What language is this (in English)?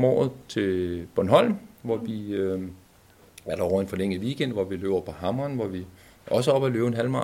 Danish